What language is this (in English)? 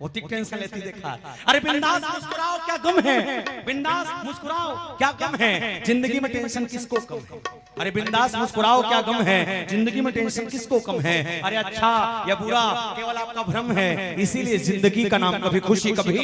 Chhattisgarhi